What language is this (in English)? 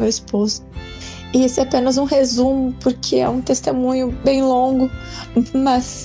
Portuguese